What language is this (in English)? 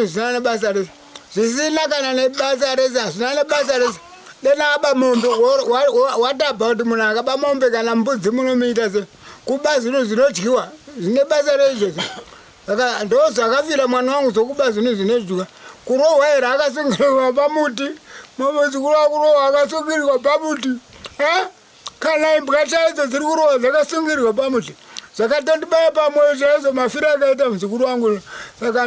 Shona